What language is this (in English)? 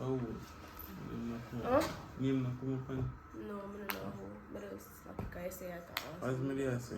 Jamaican Creole English